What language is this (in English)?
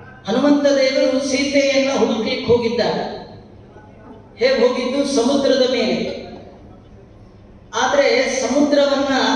Kannada